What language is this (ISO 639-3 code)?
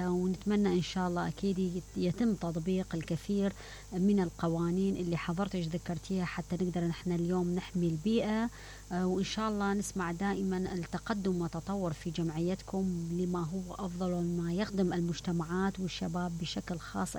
acm